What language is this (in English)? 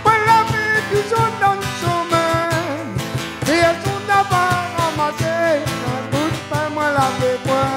Réunion Creole French